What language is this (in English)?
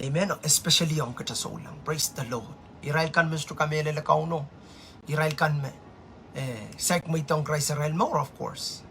Pohnpeian